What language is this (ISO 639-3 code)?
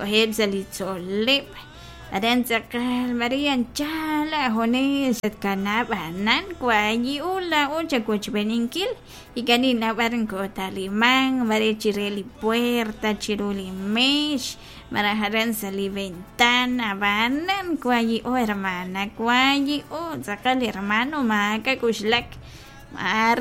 kek